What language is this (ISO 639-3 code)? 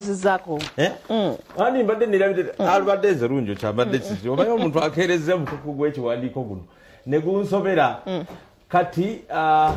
lug